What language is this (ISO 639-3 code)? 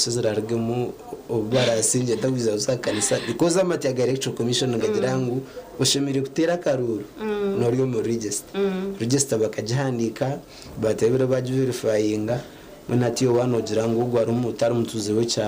nyn